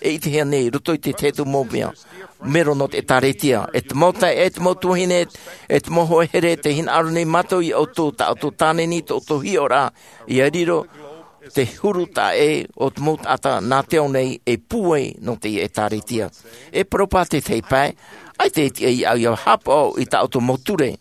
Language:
Tahitian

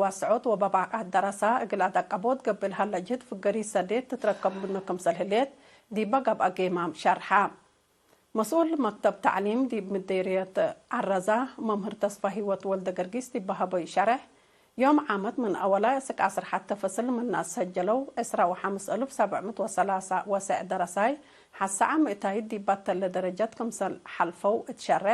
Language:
Tigre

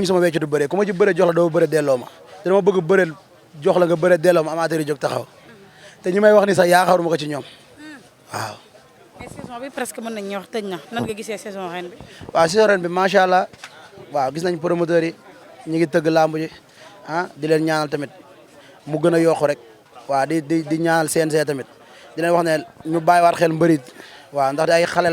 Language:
Wolof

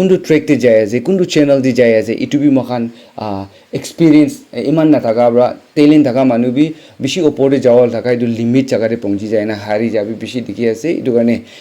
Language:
Naga Pidgin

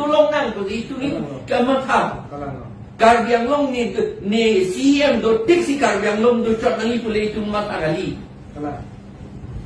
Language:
Karbi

